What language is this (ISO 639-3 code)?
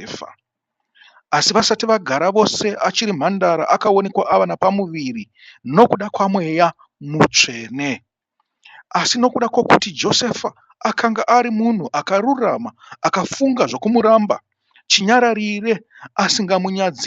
sna